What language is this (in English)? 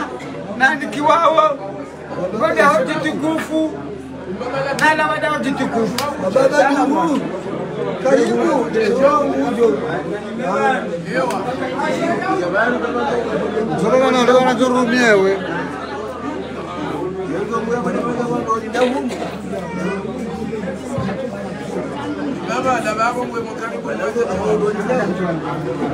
Swahili